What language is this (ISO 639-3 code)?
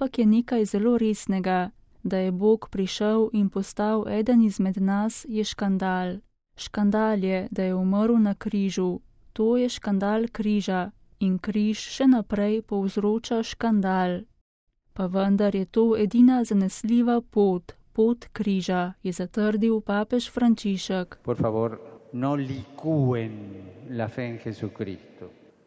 slv